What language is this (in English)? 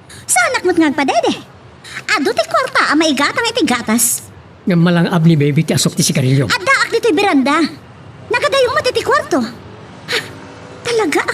Iloko